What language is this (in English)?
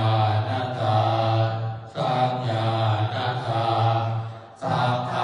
Pali